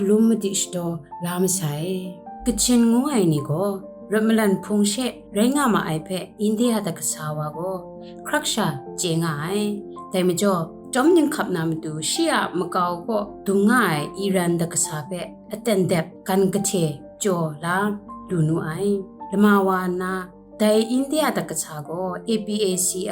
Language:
Kachin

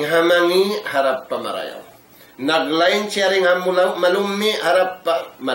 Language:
Tausug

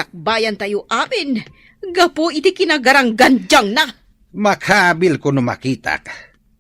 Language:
Iloko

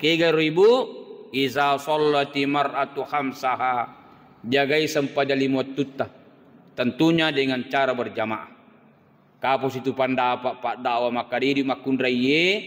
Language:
Buginese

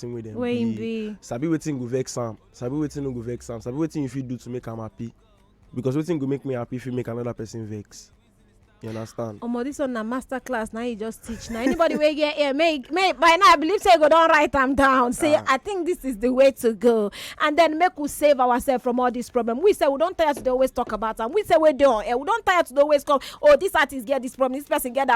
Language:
Nigerian Pidgin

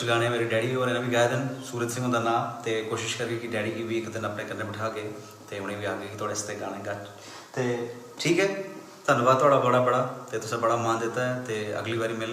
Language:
Dogri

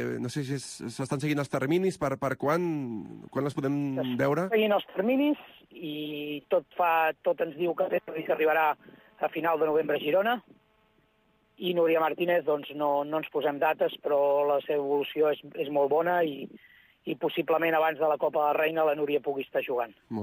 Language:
Catalan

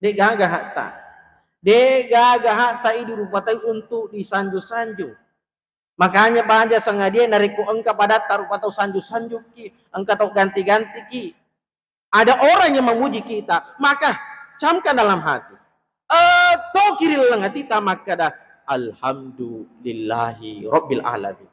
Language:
Buginese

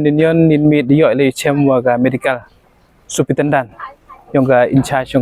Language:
Pnar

